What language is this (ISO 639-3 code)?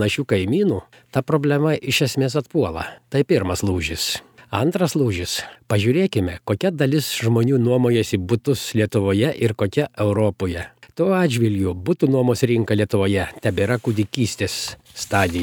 lit